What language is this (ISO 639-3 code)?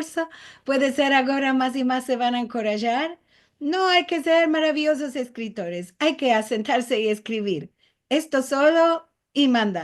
lad